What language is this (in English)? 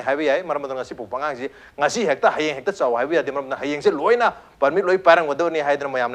Manipuri